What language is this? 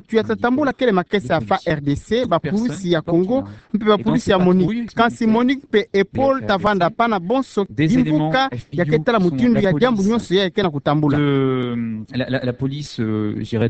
Kituba (Democratic Republic of Congo)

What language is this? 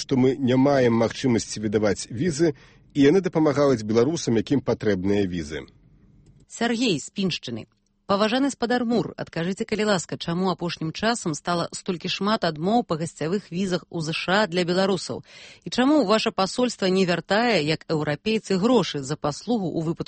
Belarusian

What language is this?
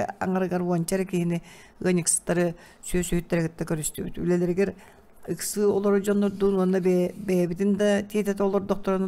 Yakut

